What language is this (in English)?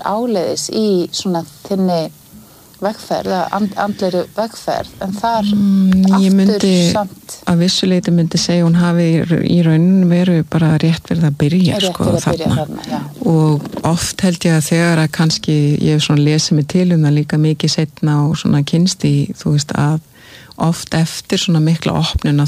Icelandic